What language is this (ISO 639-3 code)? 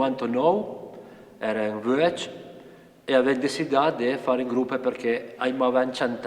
oci